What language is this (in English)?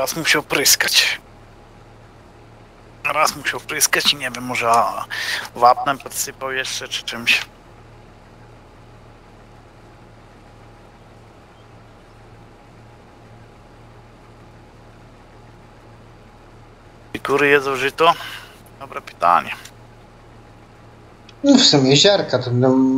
Polish